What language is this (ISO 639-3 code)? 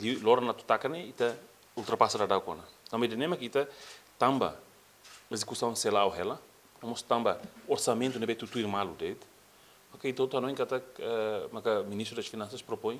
tet